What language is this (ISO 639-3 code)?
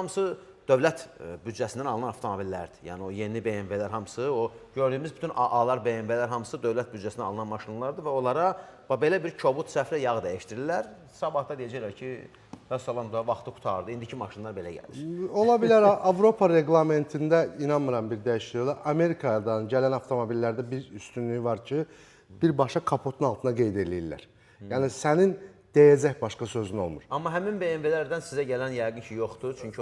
aze